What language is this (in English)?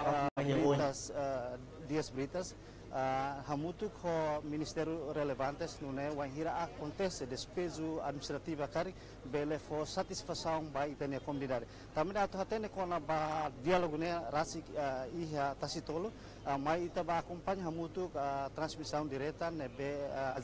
Tetum